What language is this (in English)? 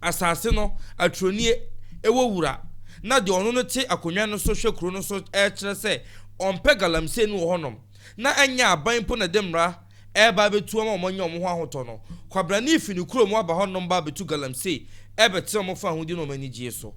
Akan